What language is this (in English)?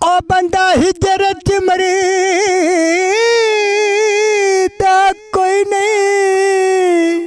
Saraiki